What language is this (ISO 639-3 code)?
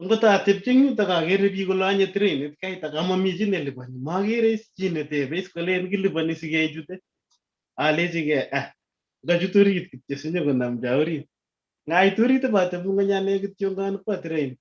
kln